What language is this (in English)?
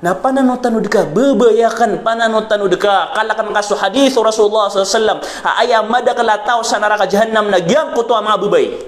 Maranao